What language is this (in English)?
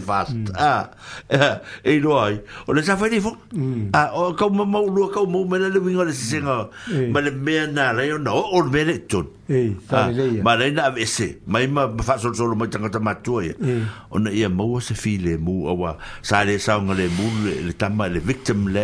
Samoan